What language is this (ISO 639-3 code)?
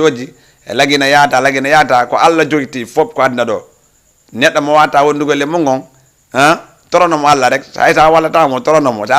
ful